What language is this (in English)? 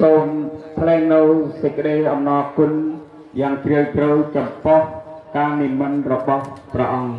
Khmer